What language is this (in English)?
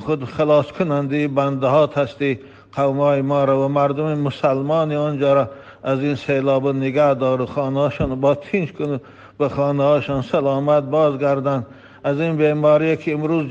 Tajik